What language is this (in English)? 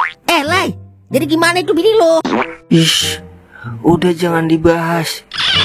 Betawi